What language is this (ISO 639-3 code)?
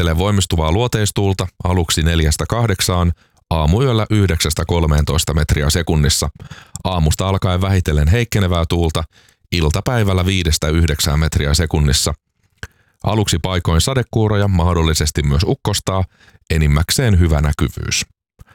fin